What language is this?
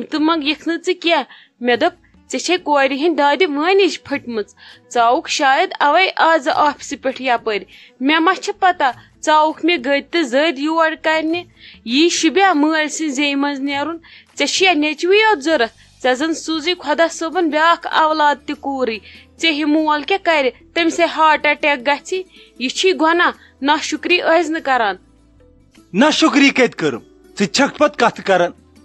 Kashmiri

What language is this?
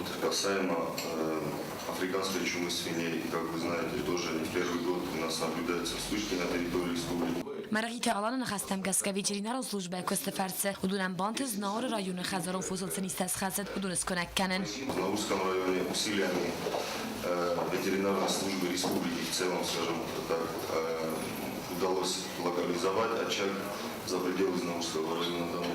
Ossetic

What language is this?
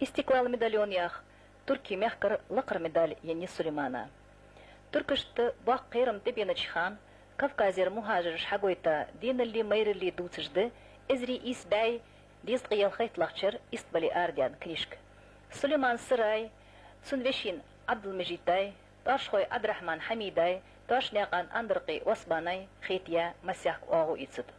Ingush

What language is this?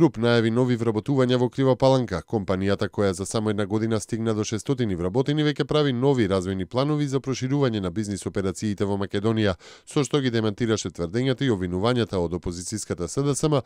Macedonian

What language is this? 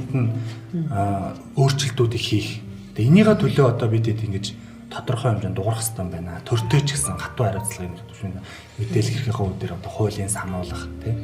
Mongolian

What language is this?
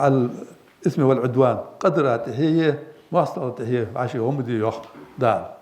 Ingush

